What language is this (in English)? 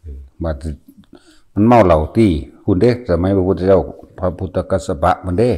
Northeastern Thai